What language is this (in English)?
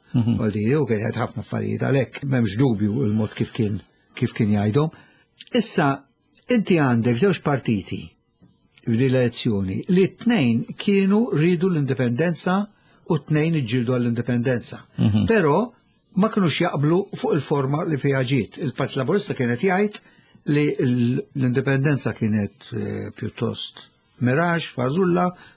Maltese